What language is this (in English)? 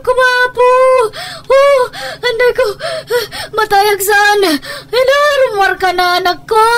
Iloko